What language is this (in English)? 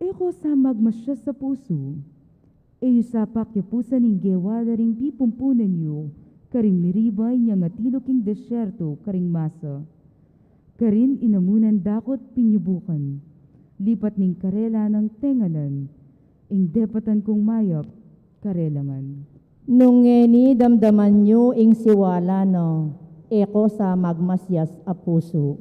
Pampanga